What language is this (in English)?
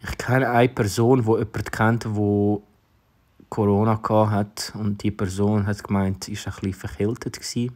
Swiss German